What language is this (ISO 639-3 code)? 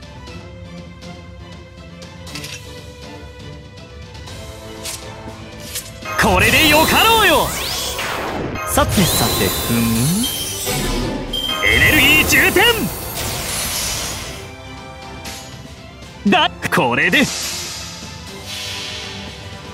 jpn